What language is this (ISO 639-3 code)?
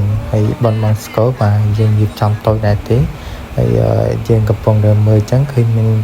khm